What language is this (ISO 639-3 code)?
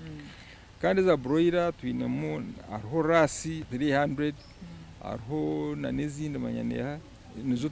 nyn